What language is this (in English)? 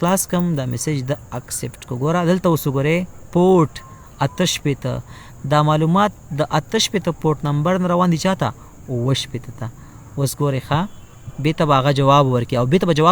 Pashto